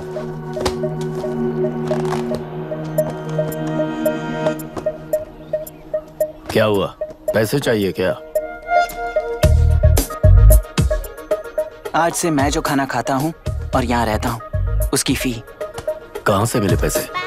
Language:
Hindi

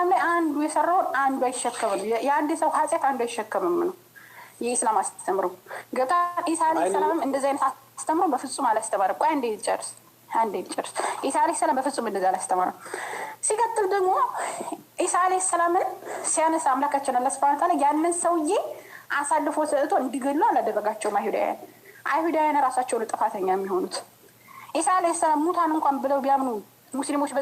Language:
Amharic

